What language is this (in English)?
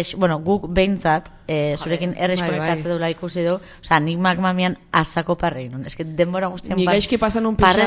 Basque